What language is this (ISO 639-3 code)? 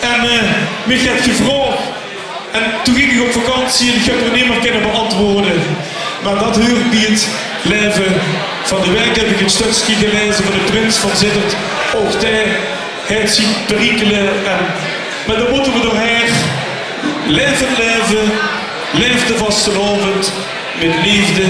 lim